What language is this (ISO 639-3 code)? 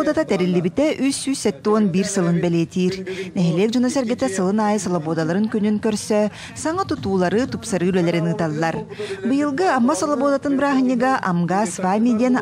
sah